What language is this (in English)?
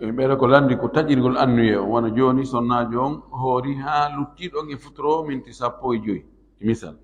Fula